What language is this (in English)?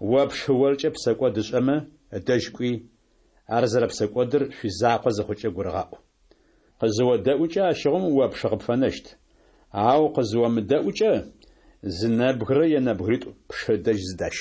Kabardian